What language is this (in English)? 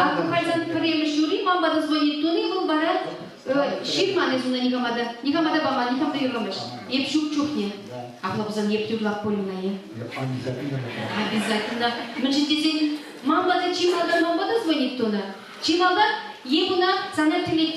Chuvash